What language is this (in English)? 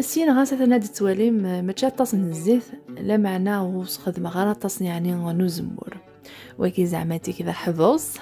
Kabyle